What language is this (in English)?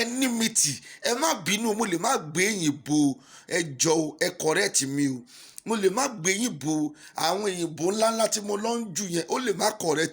Yoruba